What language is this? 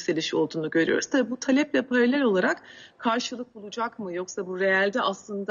Turkish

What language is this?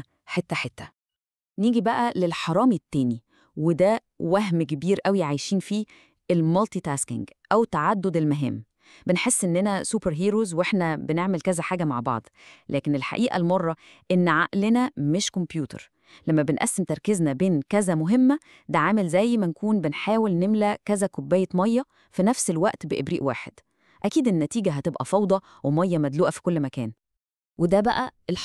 Egyptian Arabic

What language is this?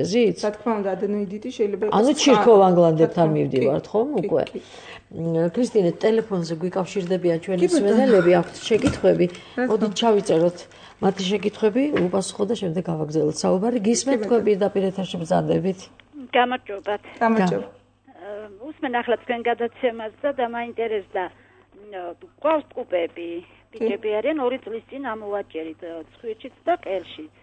Georgian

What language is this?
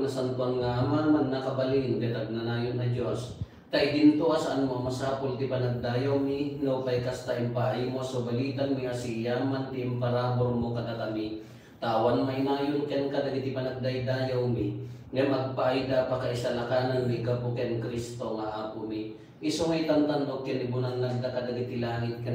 Iloko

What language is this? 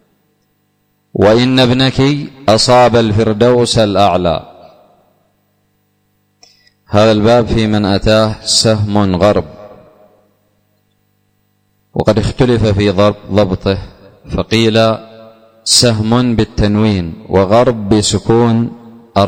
Arabic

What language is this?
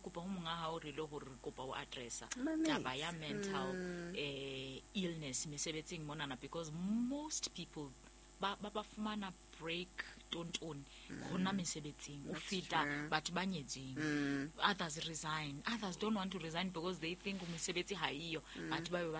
Southern Sotho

